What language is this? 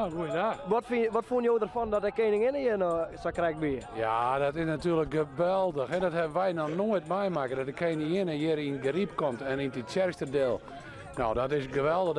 Western Frisian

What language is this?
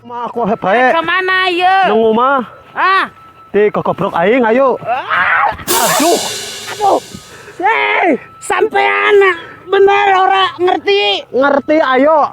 Sundanese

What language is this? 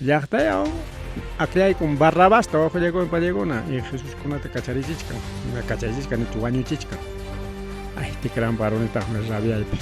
Ayacucho Quechua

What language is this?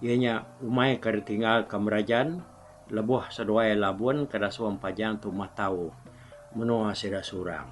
Iban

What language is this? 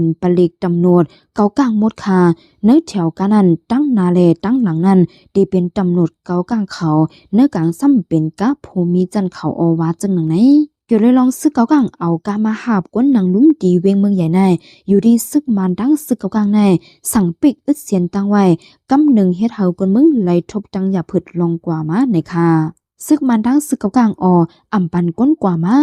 Shan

